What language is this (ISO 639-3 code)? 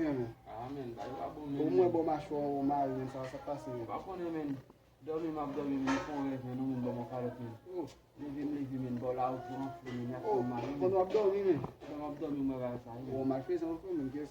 hat